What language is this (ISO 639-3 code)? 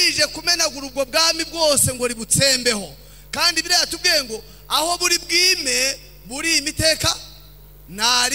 kin